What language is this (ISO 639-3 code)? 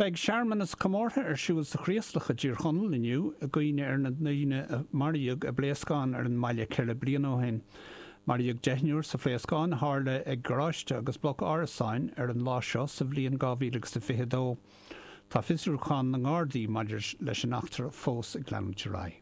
gle